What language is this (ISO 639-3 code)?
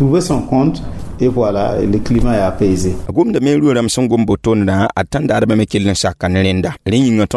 mos